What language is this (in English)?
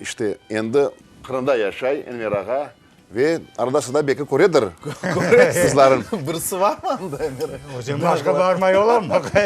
Crimean Tatar